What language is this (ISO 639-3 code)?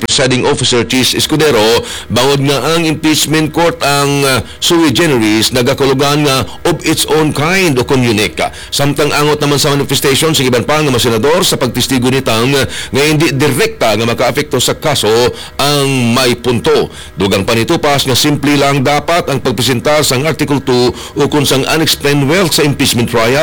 hil